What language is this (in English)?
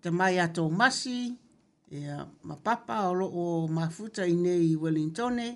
Samoan